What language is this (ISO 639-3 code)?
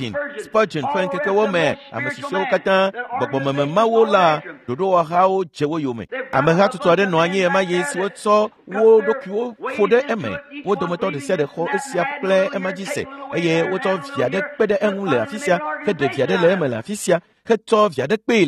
ewe